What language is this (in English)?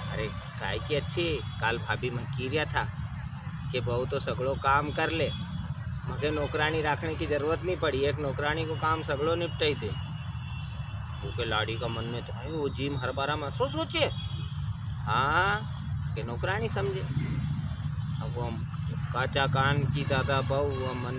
Rajasthani